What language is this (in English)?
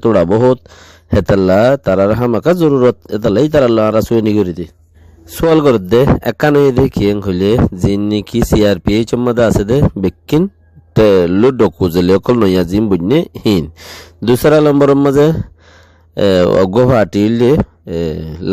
Rohingya